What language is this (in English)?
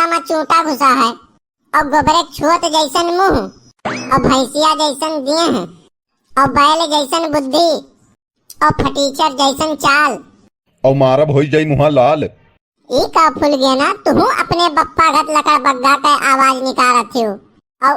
Awadhi